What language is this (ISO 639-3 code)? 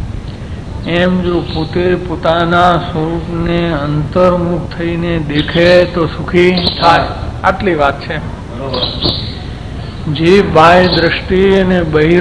guj